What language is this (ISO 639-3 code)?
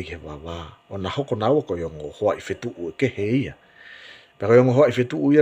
ton